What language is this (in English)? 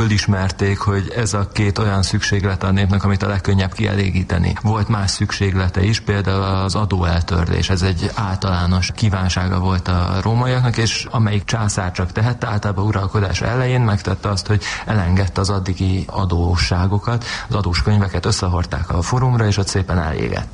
Hungarian